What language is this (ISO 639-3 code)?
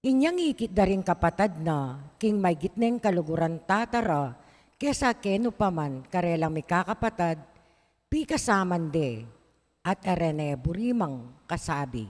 pam